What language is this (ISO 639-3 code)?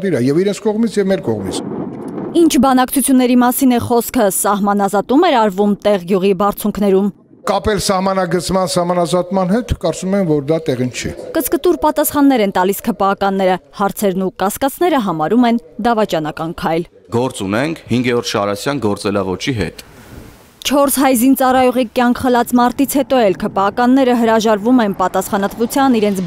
hye